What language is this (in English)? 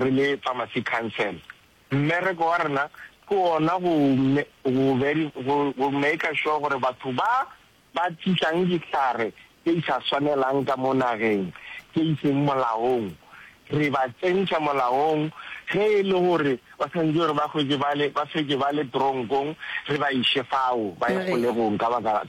Northern Sotho